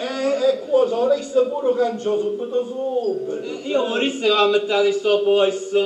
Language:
Sicilian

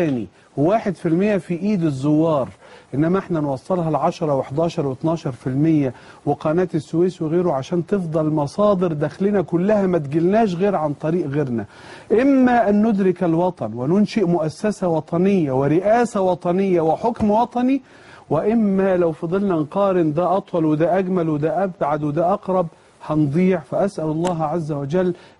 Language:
Egyptian Arabic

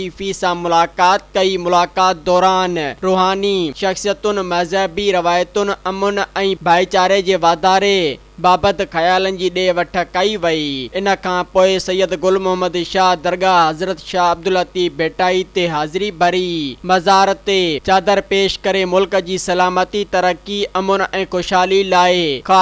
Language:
Sindhi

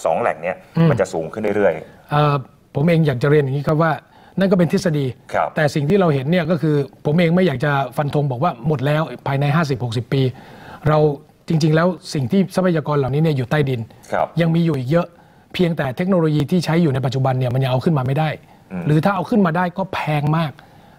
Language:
Thai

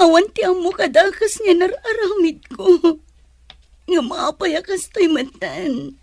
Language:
Iloko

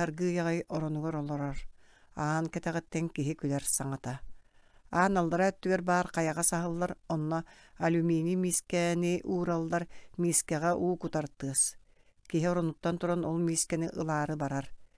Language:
Yakut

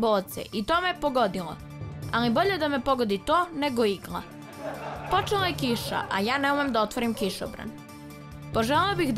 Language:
Serbian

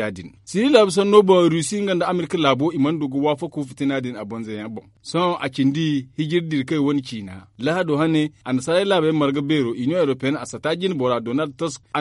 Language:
Zarma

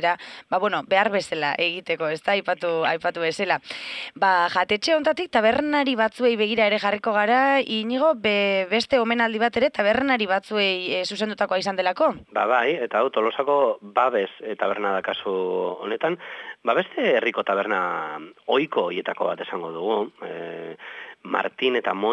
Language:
Basque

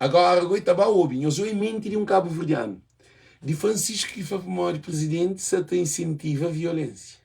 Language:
Kabuverdianu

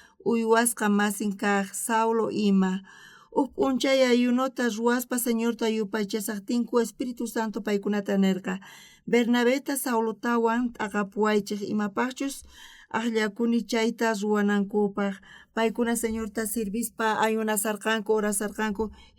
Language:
South Bolivian Quechua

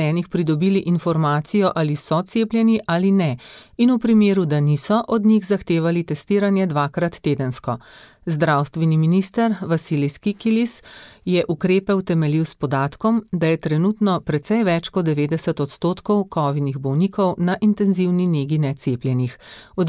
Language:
Slovenian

